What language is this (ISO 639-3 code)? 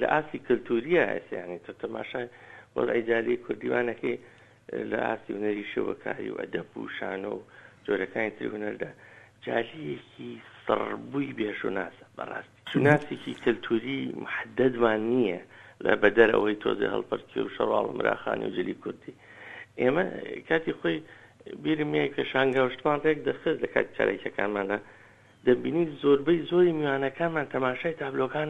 ckb